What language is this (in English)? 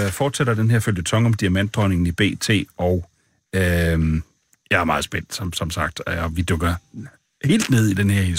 Danish